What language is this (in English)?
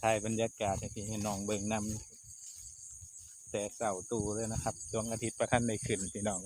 Northeastern Thai